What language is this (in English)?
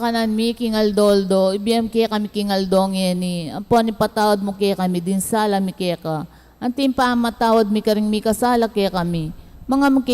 Pampanga